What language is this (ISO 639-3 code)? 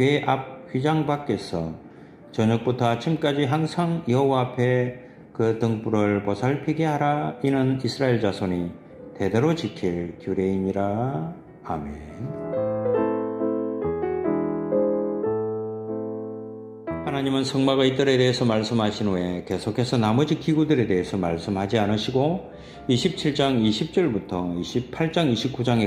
kor